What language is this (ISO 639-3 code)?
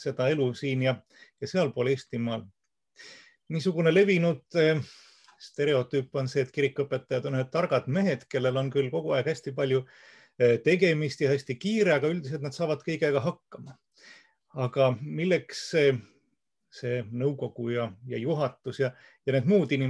est